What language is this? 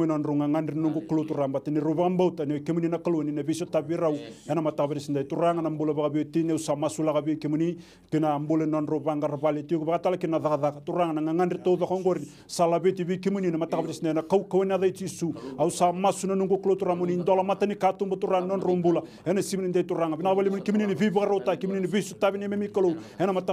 Fijian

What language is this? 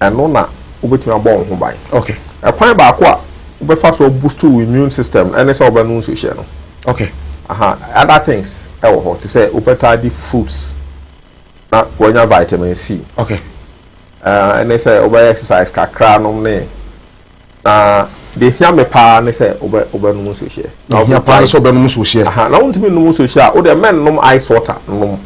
Akan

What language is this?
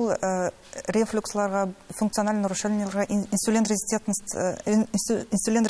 Tatar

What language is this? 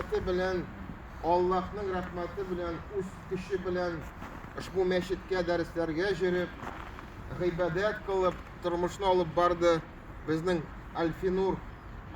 Tatar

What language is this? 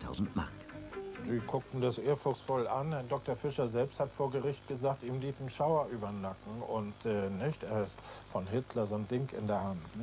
German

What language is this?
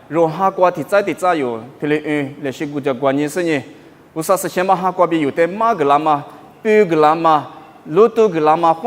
Lisu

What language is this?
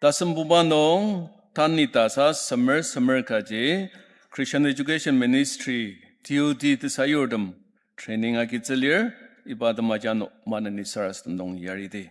Ao Naga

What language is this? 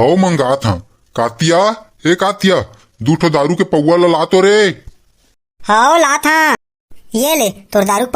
Chhattisgarhi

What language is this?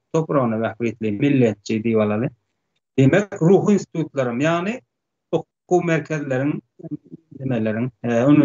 Turkmen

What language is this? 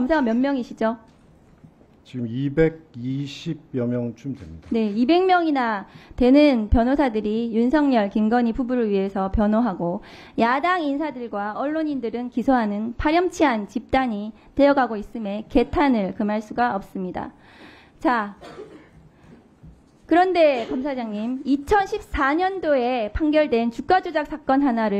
Korean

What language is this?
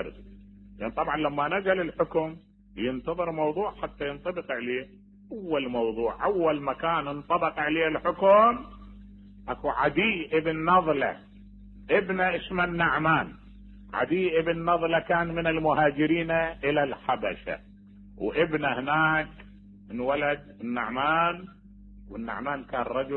Mesopotamian Arabic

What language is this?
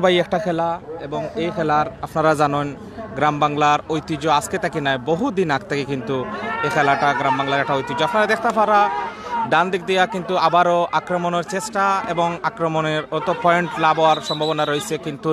Sylheti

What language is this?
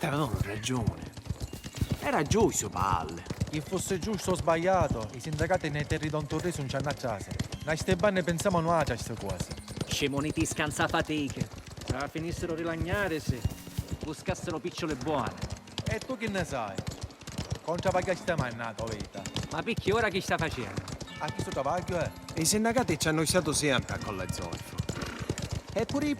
Sicilian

